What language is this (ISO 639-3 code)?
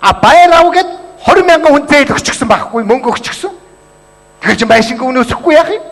mon